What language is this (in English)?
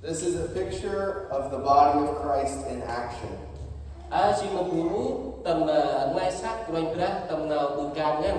Central Mnong